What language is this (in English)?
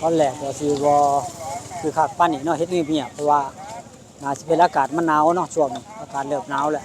Northeastern Thai